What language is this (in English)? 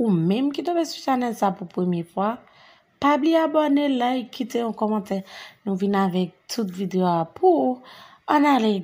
Haitian Creole